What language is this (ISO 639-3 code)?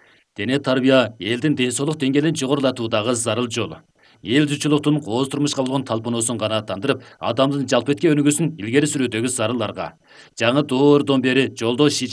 kir